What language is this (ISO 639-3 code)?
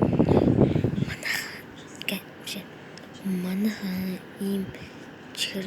mon